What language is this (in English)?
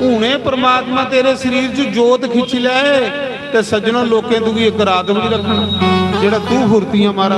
Dogri